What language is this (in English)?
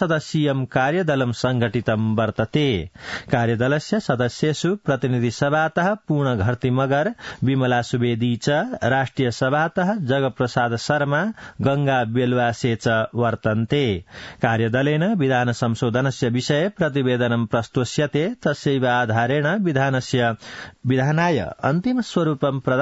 Sanskrit